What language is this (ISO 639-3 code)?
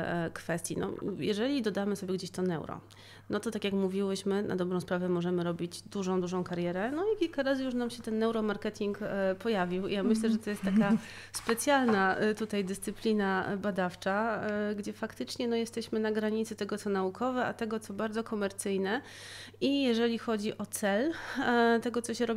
pol